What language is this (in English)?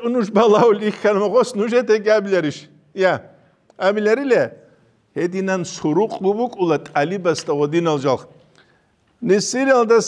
Avaric